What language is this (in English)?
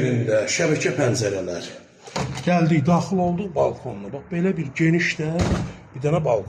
Azerbaijani